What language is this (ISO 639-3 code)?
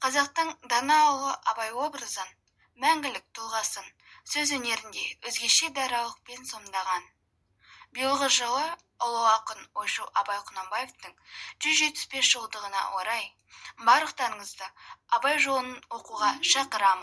kaz